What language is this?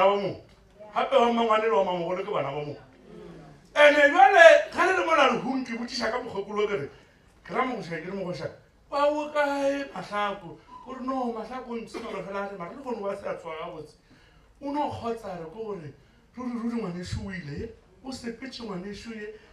Northern Sotho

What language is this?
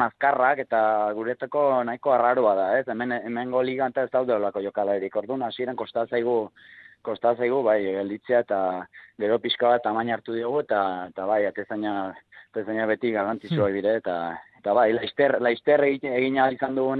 Basque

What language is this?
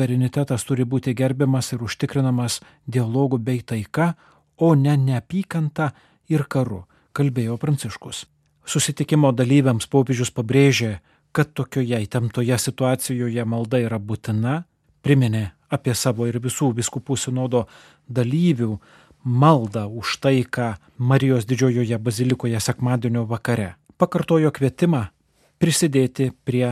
Lithuanian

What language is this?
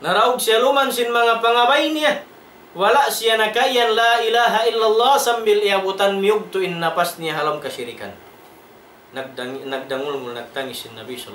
Tausug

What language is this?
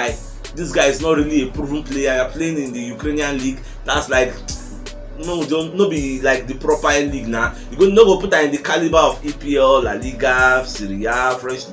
Nigerian Pidgin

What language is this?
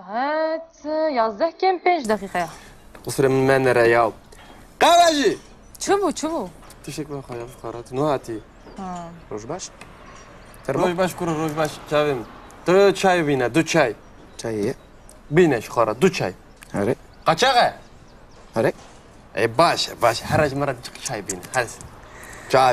Kurdish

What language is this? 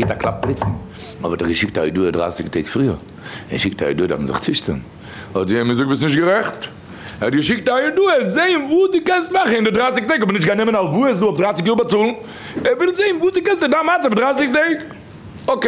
Yiddish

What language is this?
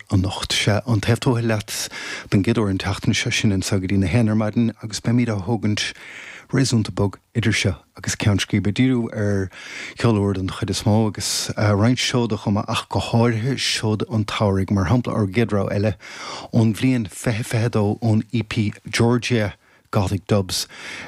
Irish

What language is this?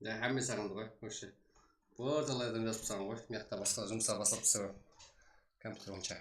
Kara-Kalpak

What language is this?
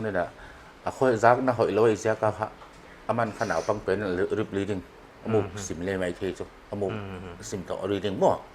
Paite Chin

